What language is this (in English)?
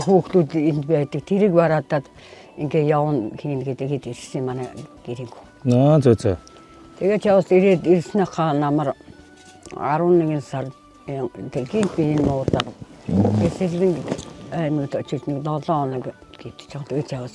Mongolian